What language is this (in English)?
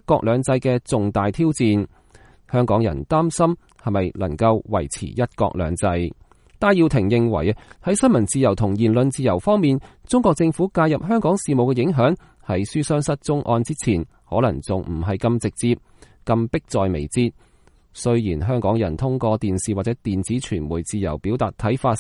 Cantonese